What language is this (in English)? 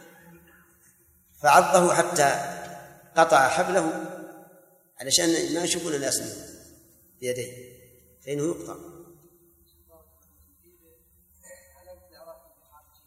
Arabic